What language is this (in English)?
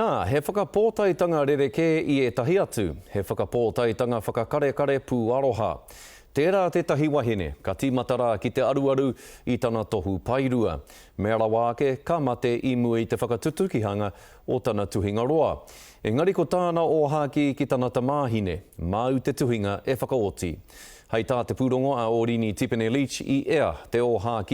Māori